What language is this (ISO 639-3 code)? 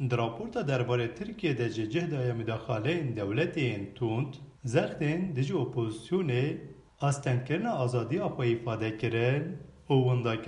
kur